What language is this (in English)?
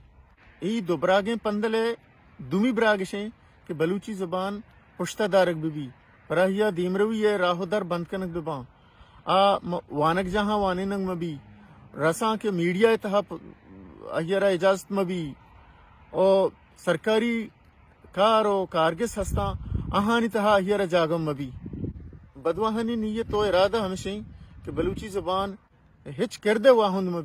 Baluchi